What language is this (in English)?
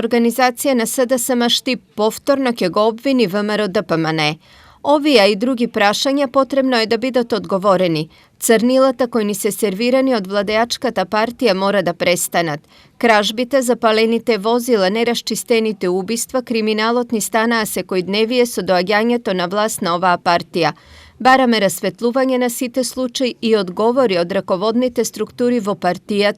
Macedonian